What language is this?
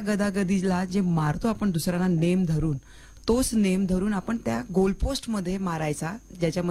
Marathi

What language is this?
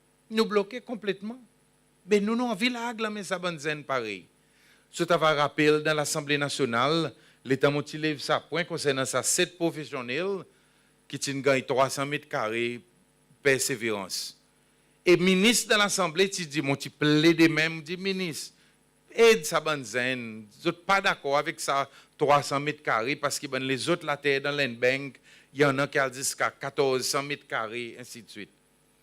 Seselwa Creole French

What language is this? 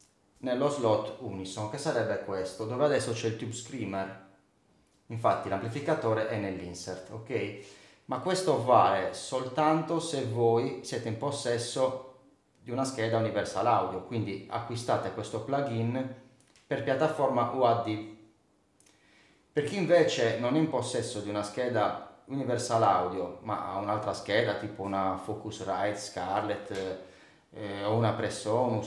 Italian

